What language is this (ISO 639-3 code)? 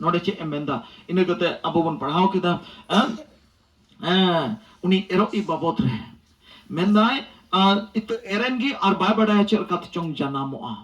sat